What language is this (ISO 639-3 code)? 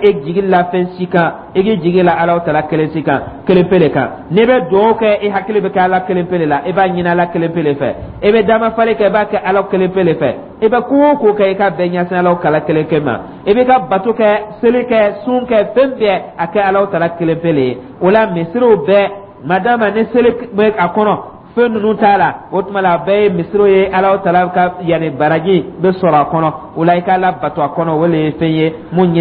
dyu